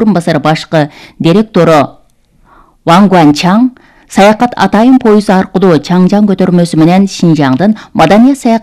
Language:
Kyrgyz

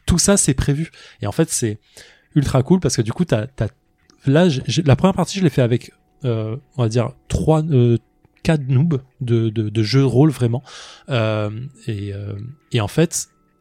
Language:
French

